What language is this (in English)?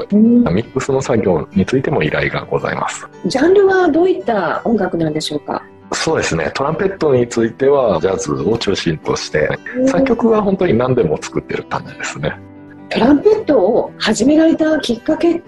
Japanese